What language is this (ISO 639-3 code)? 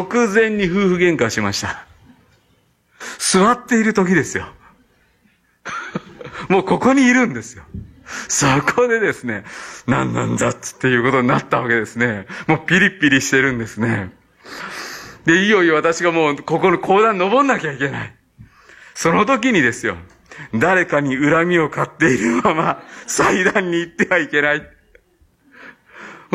jpn